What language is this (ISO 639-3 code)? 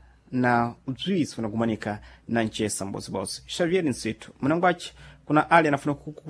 seh